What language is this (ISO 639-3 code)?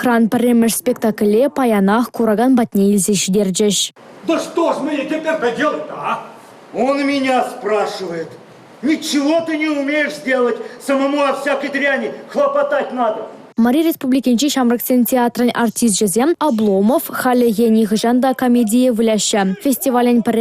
chv